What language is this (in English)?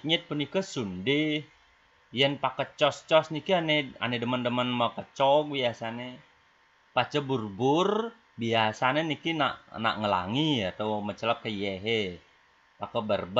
Balinese